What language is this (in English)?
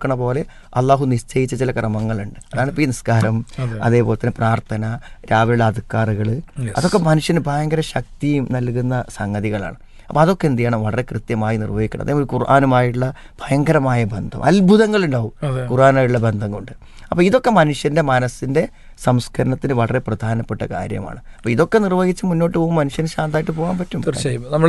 Malayalam